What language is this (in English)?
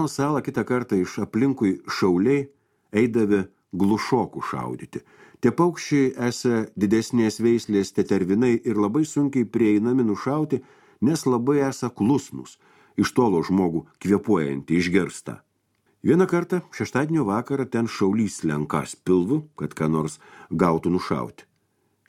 Lithuanian